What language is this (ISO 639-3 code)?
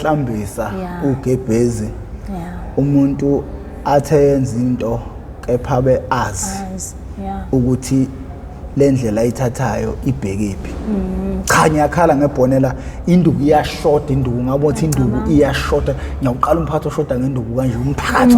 zul